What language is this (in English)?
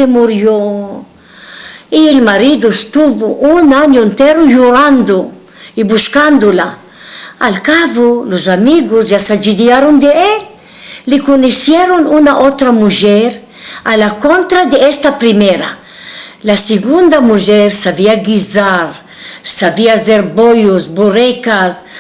Ladino